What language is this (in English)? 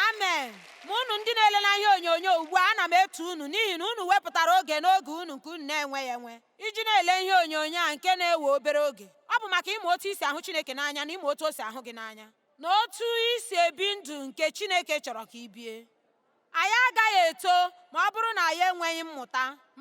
Igbo